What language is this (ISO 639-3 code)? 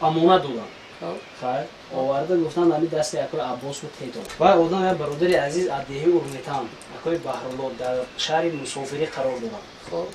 tgk